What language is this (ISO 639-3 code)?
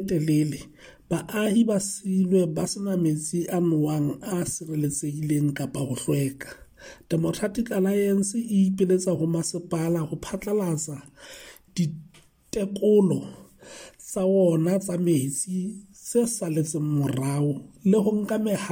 sot